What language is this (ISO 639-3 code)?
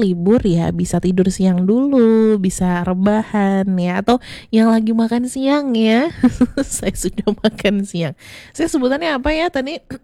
ind